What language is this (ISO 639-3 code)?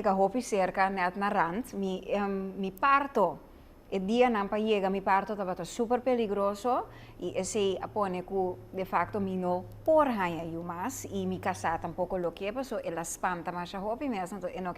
pap